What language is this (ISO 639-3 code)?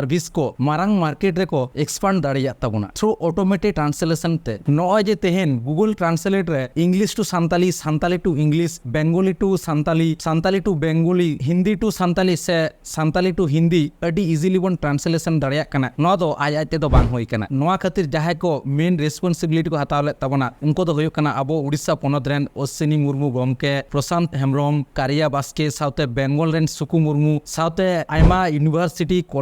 sat